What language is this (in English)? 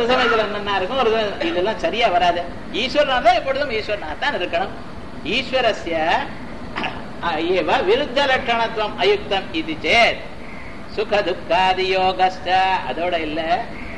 Tamil